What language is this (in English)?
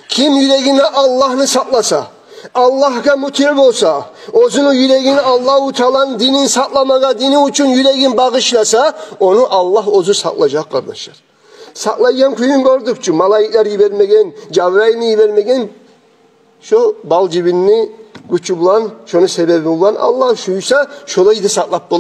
Kumyk